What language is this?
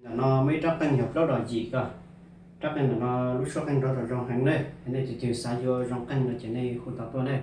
Hmong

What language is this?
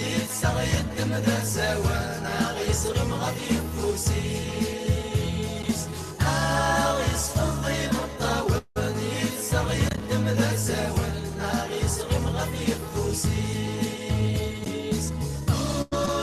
Kabyle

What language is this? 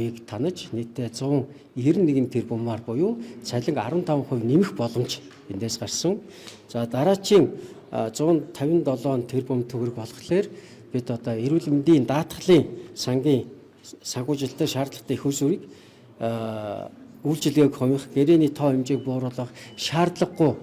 Mongolian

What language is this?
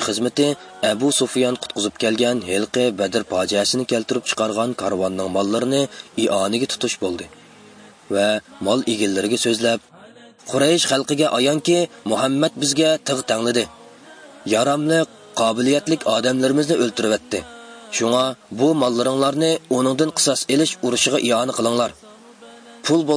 Uyghur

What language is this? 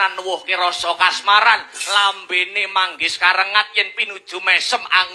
Javanese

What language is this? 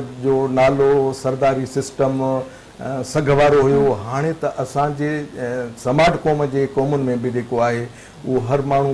Sindhi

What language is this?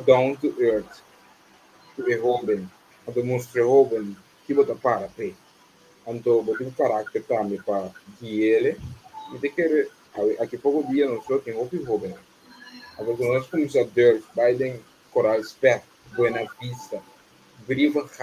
Papiamento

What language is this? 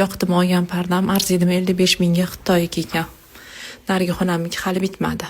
Uzbek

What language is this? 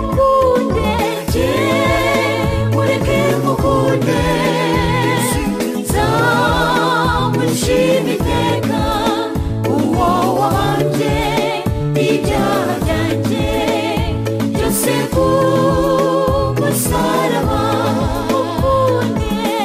Kinyarwanda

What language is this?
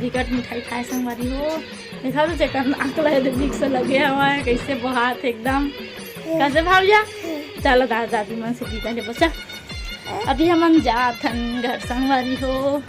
Chhattisgarhi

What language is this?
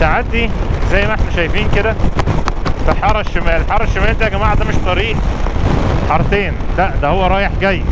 Egyptian Arabic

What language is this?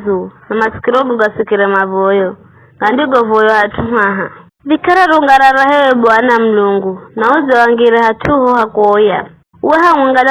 Giryama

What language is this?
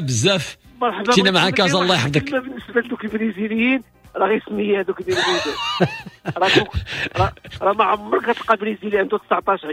Moroccan Arabic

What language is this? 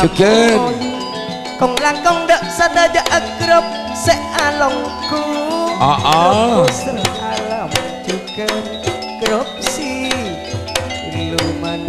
Madurese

